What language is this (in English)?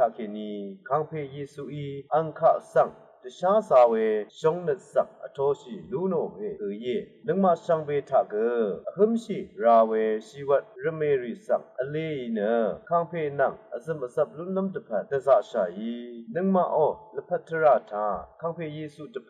Rawang